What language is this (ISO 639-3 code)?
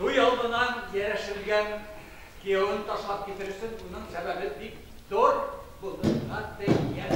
bak